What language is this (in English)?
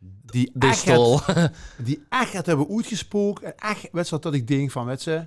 Limburgish